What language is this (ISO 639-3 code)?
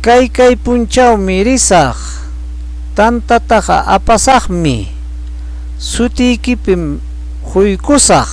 quy